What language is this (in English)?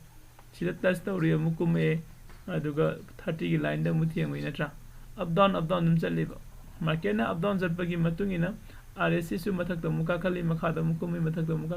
Manipuri